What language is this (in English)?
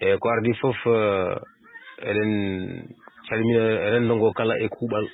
Fula